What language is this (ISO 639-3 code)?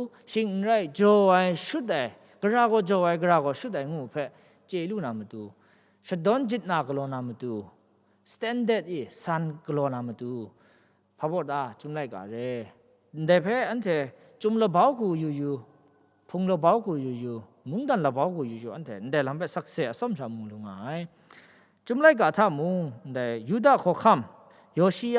kac